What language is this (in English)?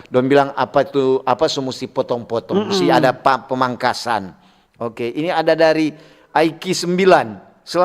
Manado Malay